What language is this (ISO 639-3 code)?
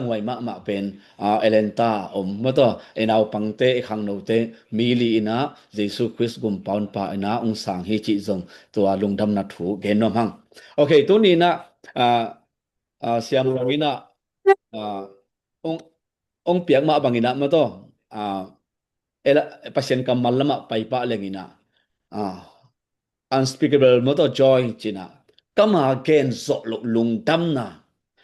ctd